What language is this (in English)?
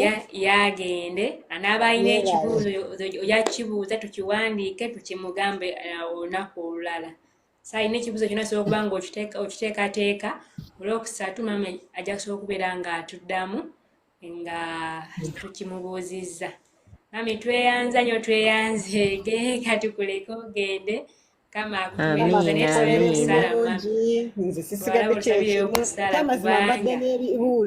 Ganda